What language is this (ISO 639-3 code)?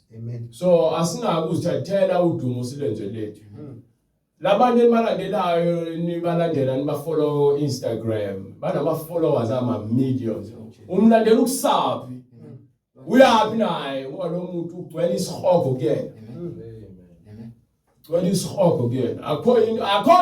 zul